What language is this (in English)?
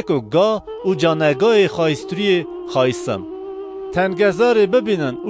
Kurdish